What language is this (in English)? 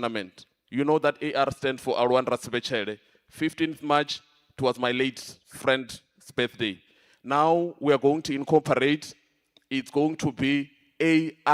Venda